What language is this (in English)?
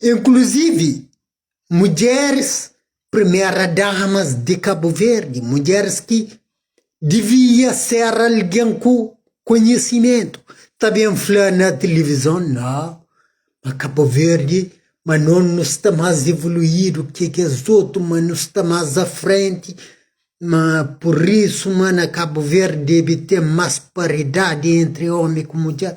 Kabuverdianu